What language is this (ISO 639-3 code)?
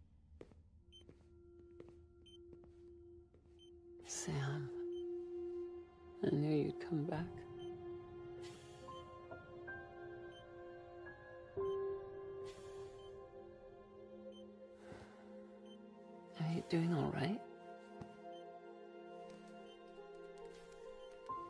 eng